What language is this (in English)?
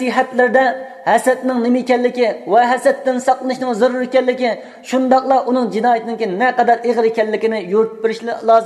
Uyghur